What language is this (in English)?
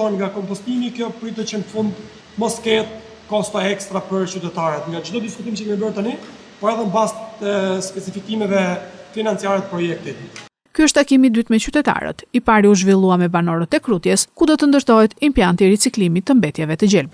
Albanian